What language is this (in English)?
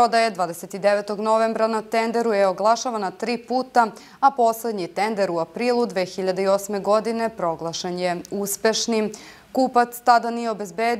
Serbian